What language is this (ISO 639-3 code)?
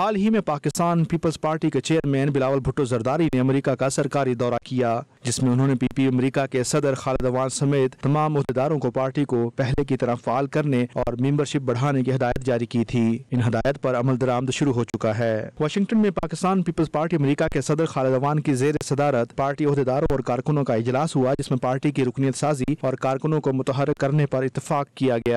urd